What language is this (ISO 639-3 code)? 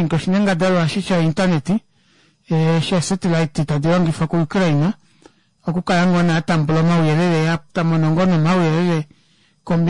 kua